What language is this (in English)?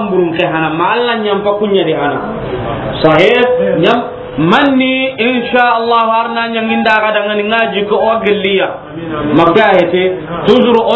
Soninke